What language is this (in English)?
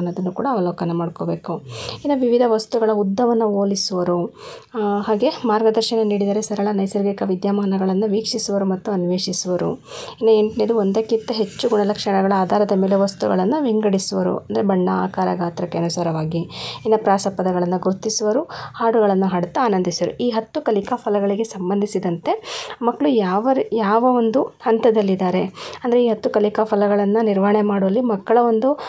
Kannada